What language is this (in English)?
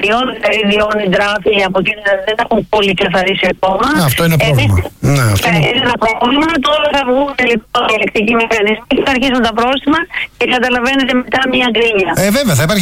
Greek